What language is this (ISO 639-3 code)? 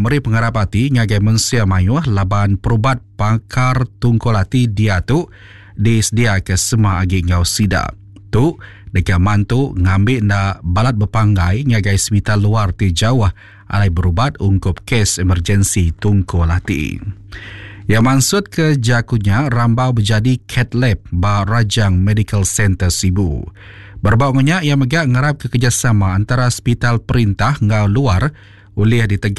iba